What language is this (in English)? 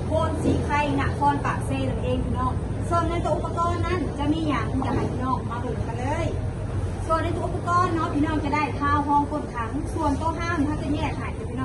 Northeastern Thai